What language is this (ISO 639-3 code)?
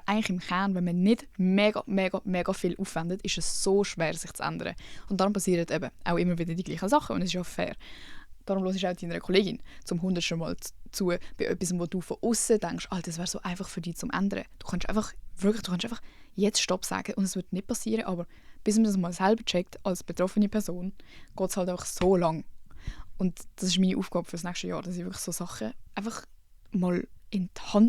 gsw